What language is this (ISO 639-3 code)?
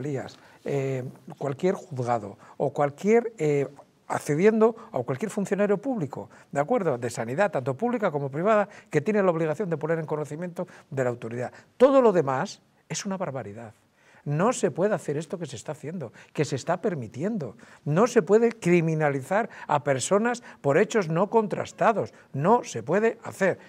spa